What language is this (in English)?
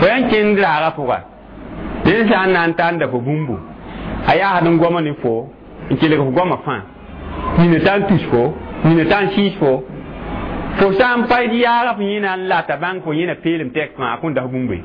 Mossi